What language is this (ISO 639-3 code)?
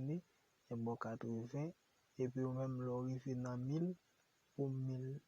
hat